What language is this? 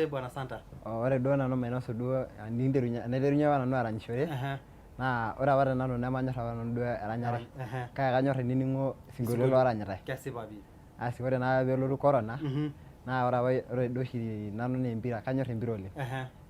Masai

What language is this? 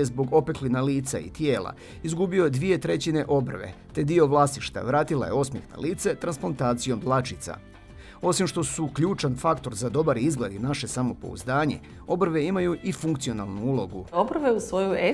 Croatian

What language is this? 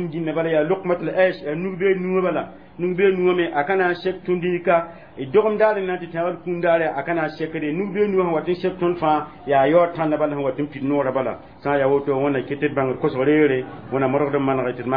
Mossi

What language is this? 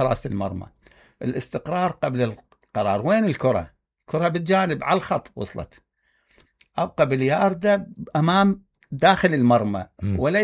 Mesopotamian Arabic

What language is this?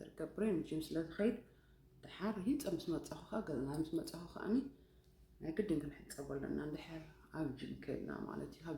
Tigrinya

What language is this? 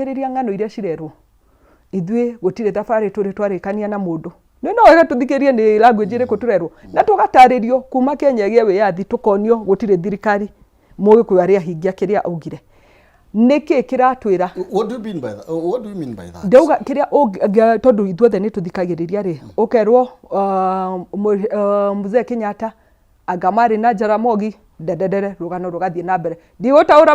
Kikuyu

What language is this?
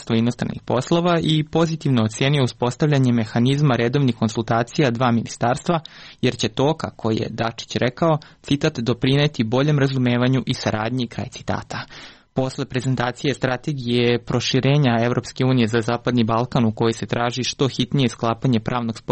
Serbian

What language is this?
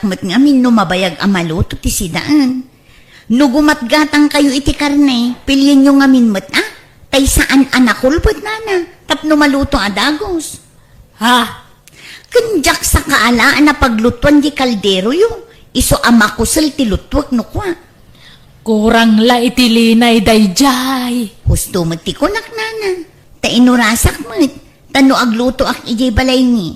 Iloko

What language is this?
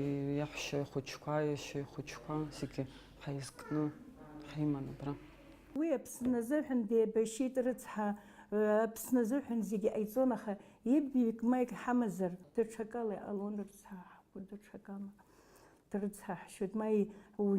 Abkhazian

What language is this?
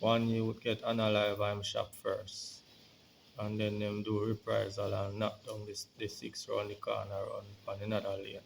Jamaican Creole English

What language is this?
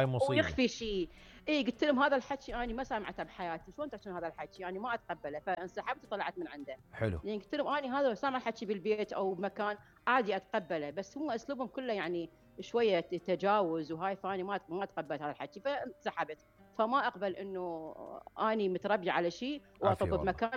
Mesopotamian Arabic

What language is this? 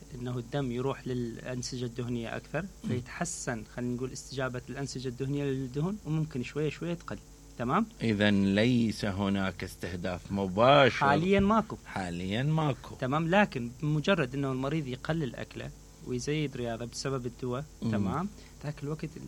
Mesopotamian Arabic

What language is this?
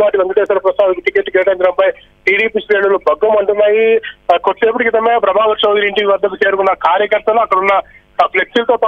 Telugu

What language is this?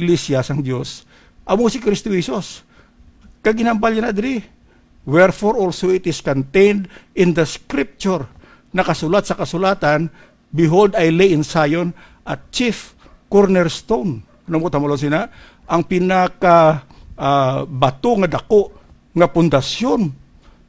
Hiligaynon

